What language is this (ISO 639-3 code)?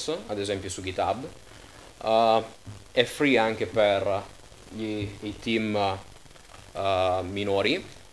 ita